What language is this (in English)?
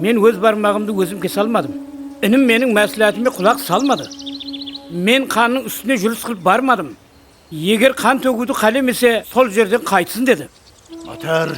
Kara-Kalpak